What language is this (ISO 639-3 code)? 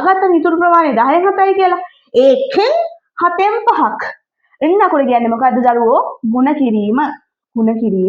sin